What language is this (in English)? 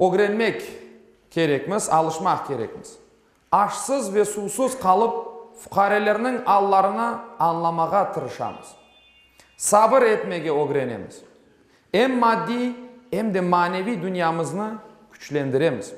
Crimean Tatar